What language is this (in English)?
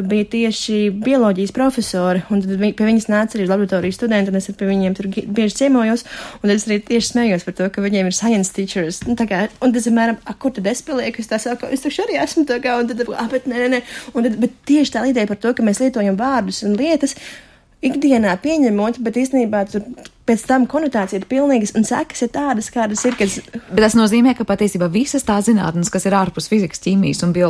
Latvian